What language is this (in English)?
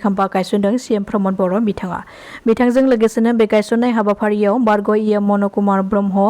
Bodo